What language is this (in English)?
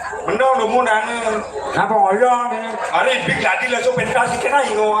Balinese